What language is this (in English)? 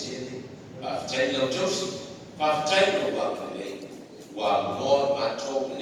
Samoan